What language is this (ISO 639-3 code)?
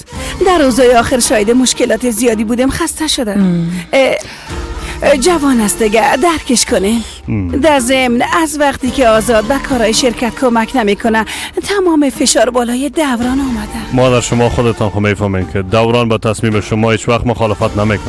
fas